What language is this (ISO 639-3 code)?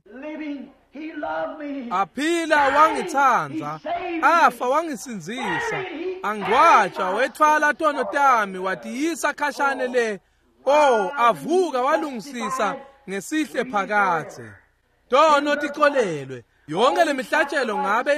ssw